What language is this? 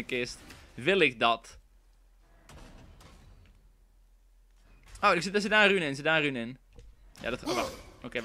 Dutch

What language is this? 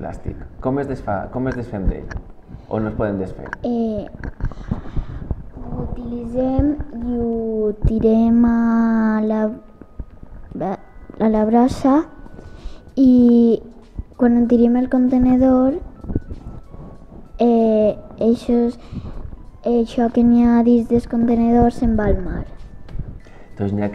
Catalan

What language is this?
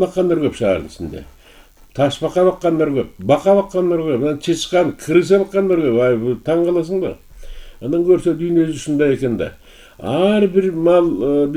Kyrgyz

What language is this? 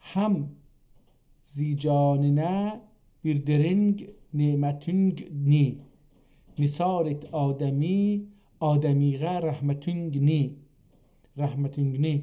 South Azerbaijani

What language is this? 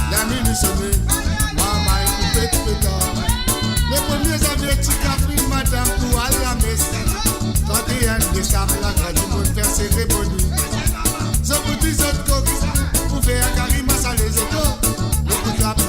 Morisyen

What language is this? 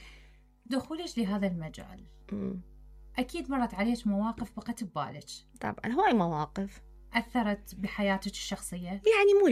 Mesopotamian Arabic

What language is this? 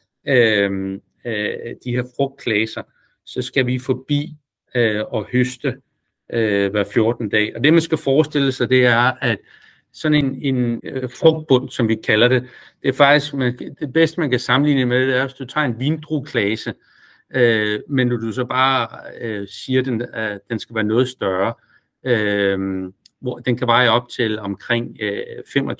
Danish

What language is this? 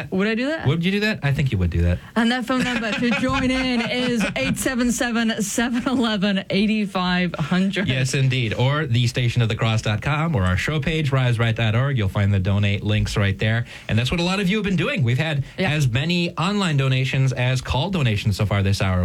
English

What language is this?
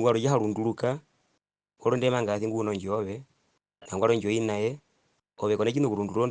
Herero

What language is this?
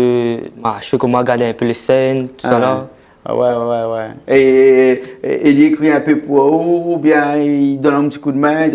Réunion Creole French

